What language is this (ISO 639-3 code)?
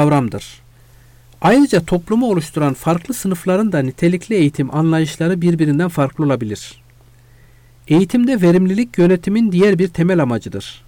tur